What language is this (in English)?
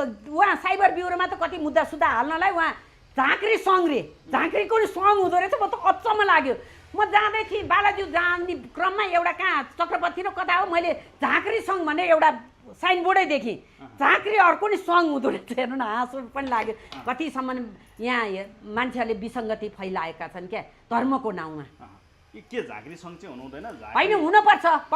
Nepali